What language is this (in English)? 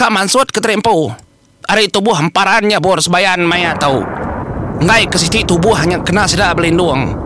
Iban